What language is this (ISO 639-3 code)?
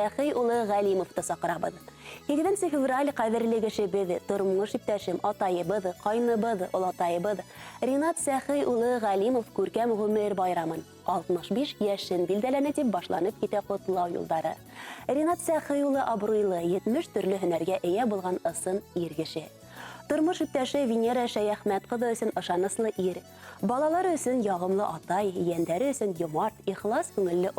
bak